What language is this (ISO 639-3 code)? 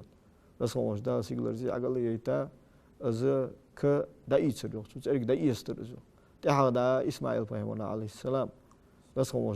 inh